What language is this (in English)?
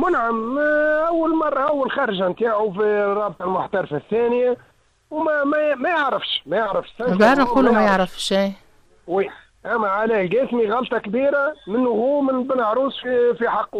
Tunisian Arabic